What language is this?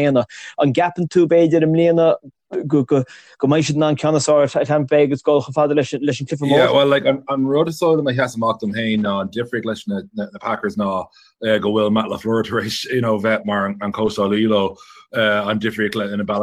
Irish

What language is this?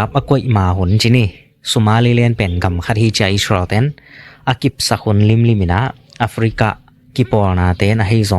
Tedim Chin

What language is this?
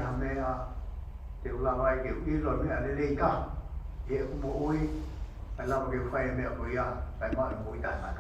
Tongan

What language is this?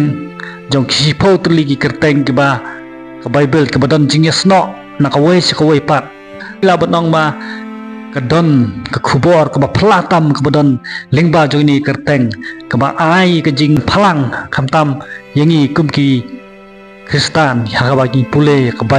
Khasi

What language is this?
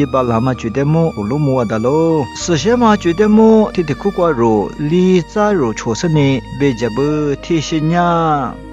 Lisu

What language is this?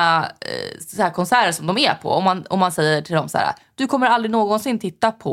Swedish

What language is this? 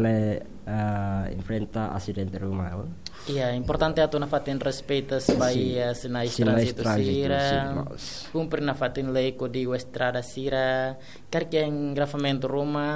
Tetum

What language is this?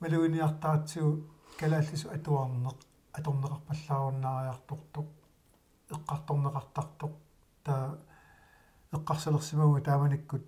Kalaallisut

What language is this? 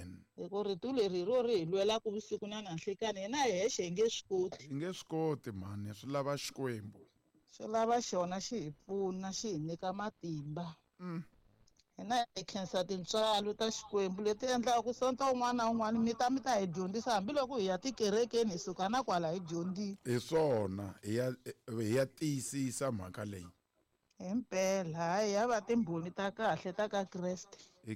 Tsonga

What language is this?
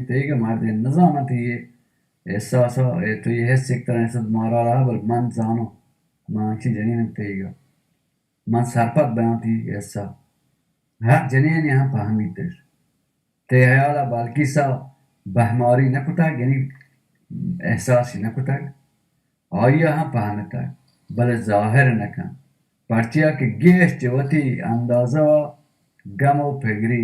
Baluchi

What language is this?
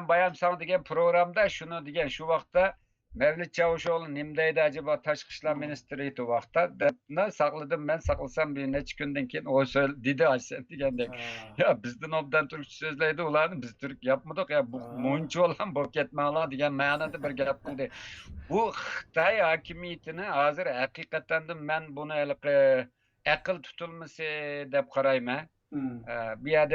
Uyghur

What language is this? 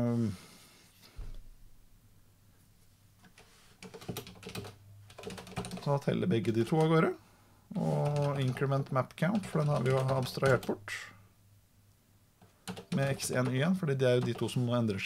Norwegian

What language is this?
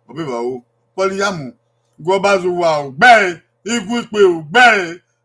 Bini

